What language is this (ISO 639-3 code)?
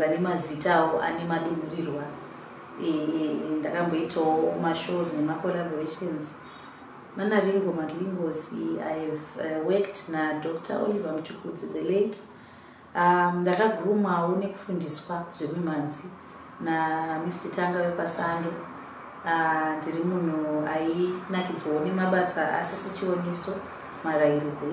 sna